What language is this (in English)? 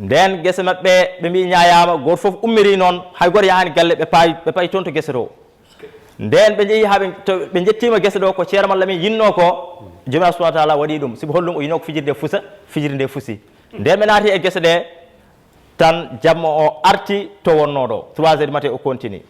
Fula